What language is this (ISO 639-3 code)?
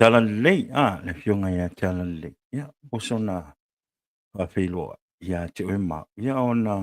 smo